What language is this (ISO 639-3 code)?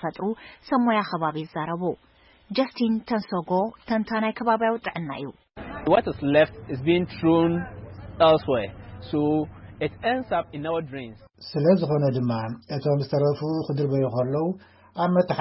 tir